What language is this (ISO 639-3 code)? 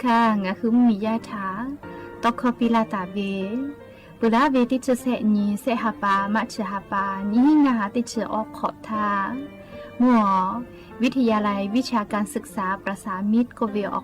lhu